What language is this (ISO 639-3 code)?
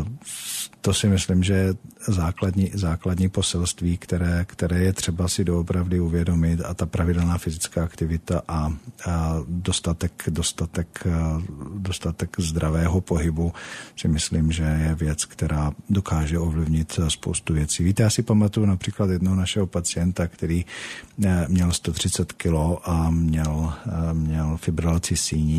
ces